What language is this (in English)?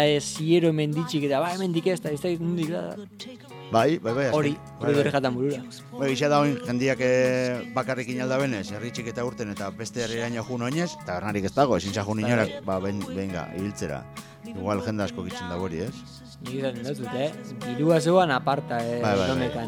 Basque